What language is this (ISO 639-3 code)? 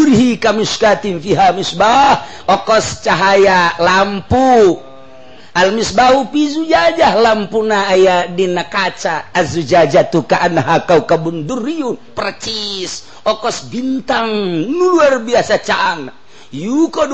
sun